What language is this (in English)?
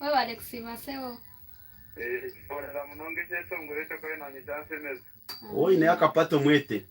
Nyankole